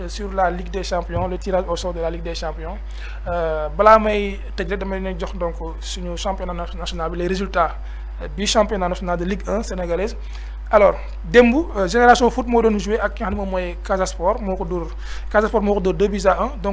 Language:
Wolof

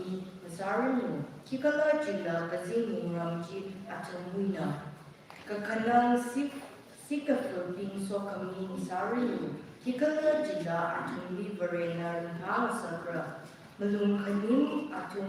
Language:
Tangkhul Naga (India)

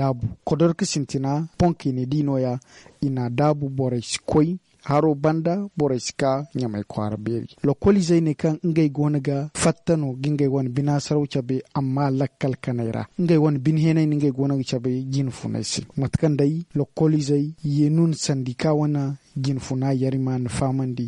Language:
Zarma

